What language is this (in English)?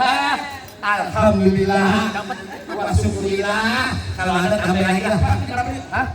Betawi